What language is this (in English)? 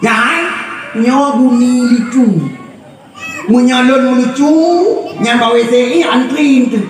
Achinese